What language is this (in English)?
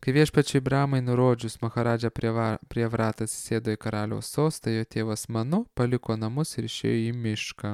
Lithuanian